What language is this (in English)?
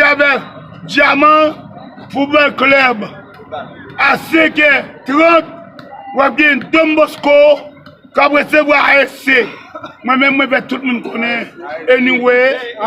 Haitian Creole